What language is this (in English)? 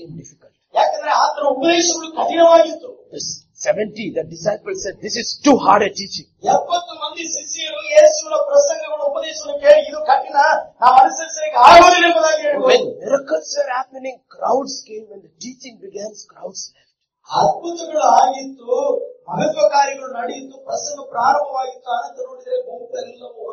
Kannada